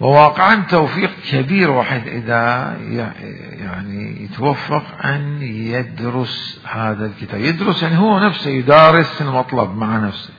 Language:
Mesopotamian Arabic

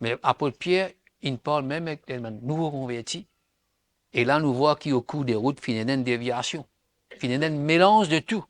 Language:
Morisyen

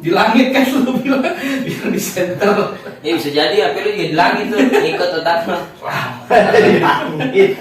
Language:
Betawi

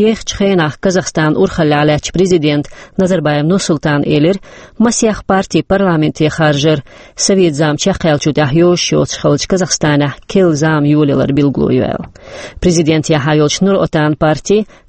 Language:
Chechen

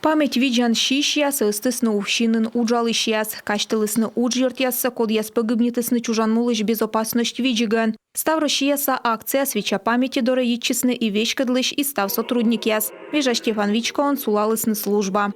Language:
Komi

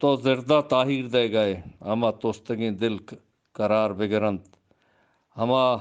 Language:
Eastern Balochi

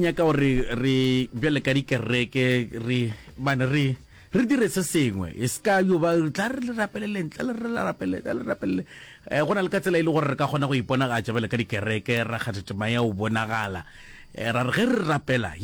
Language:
Northern Sotho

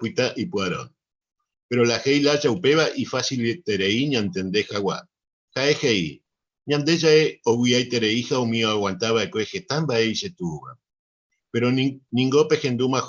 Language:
Guarani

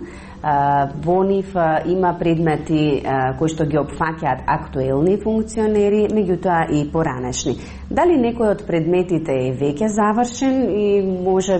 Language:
Macedonian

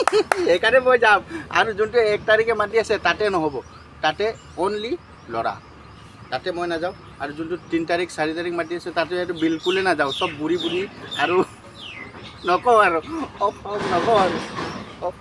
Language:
Assamese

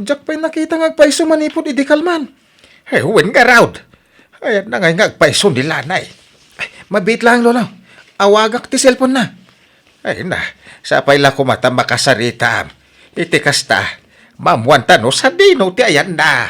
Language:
Iloko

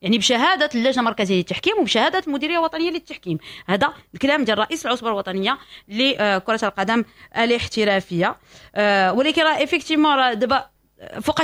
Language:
Moroccan Arabic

